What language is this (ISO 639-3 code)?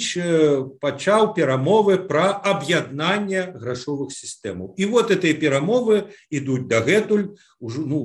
bel